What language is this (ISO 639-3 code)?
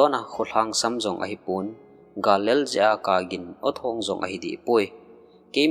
tcz